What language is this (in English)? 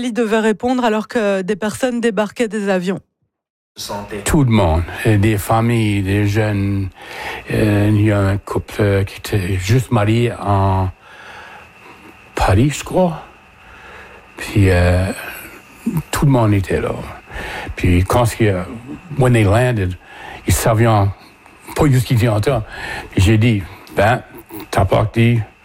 French